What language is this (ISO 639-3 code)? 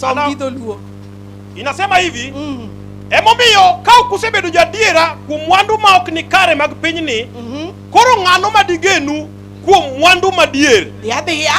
luo